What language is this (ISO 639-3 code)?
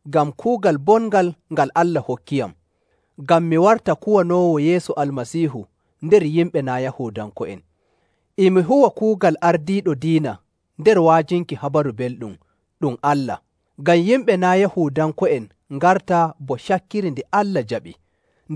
fuv